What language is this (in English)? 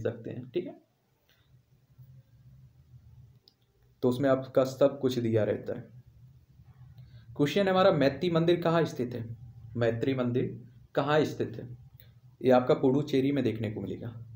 Hindi